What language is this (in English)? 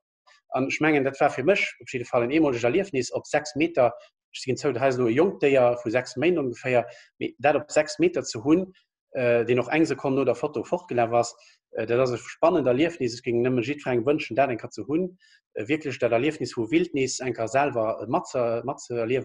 Luxembourgish